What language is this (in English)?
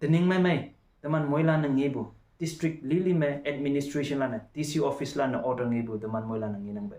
Konyak Naga